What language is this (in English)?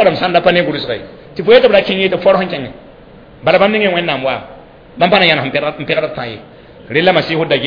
Mossi